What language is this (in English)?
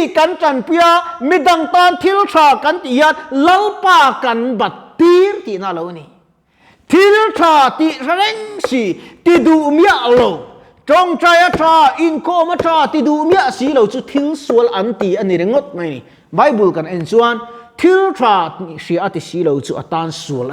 Mizo